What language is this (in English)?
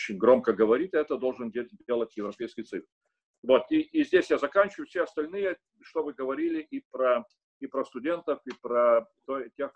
Russian